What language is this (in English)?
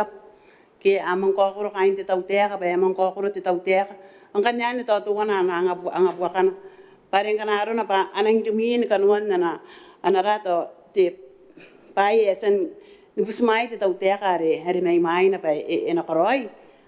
Gilbertese